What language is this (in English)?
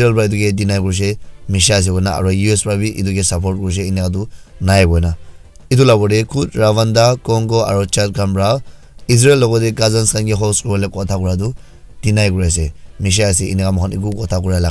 Naga Pidgin